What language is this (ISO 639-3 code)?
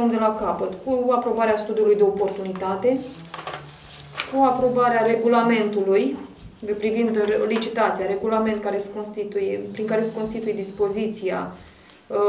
ron